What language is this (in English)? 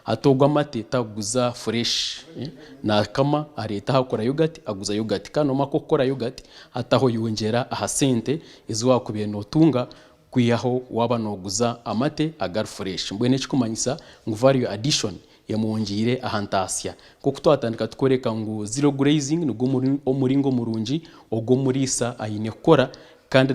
Nyankole